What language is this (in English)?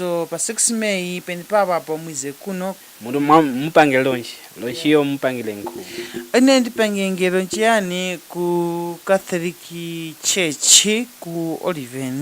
Tumbuka